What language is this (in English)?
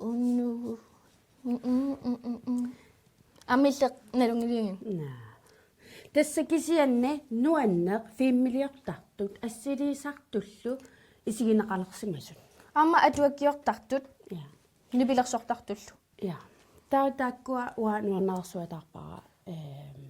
Kalaallisut